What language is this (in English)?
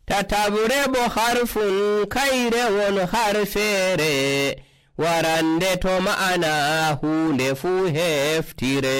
Nigerian Fulfulde